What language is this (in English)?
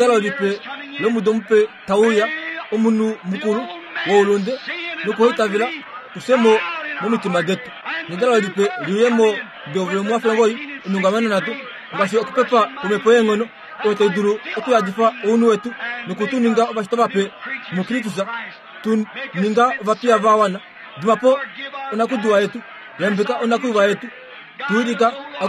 Kuanyama